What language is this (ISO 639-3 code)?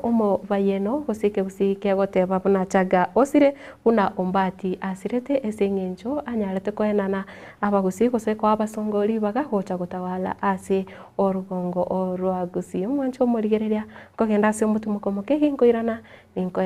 guz